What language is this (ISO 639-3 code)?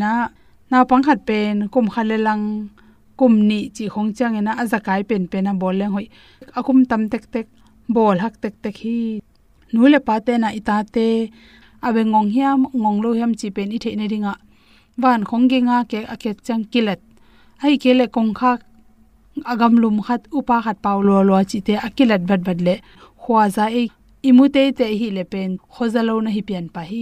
ctd